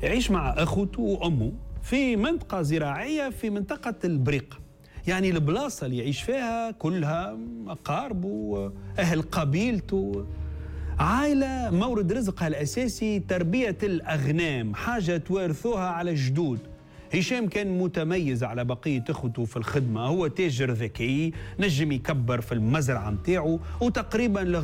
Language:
Tunisian Arabic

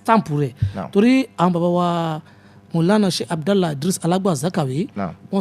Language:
Yoruba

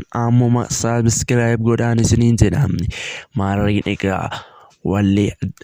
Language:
Oromo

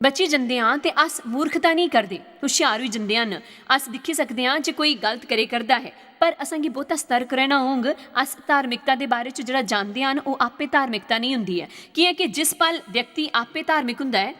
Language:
Dogri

